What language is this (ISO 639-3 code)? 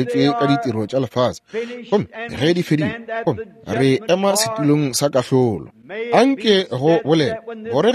nso